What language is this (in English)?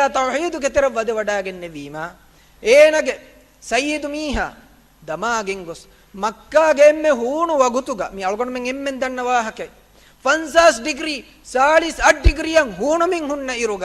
Divehi